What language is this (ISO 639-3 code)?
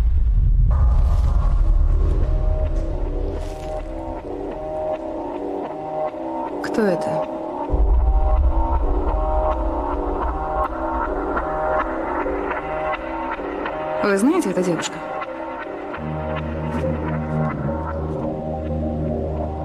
rus